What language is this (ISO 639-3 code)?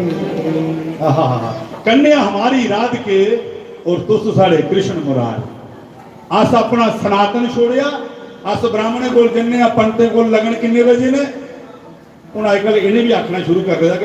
doi